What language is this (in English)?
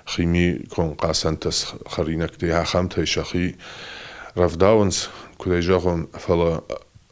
Ossetic